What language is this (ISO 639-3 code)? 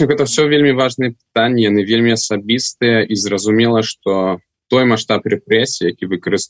bel